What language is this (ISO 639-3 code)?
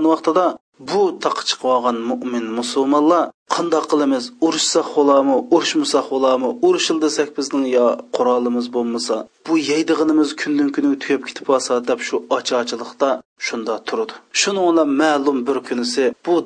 uig